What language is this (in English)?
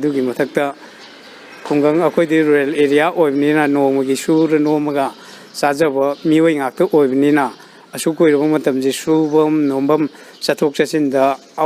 Manipuri